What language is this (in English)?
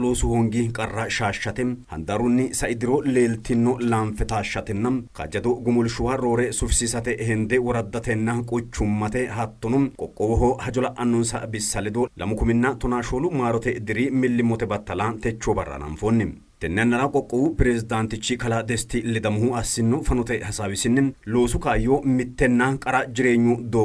Sidamo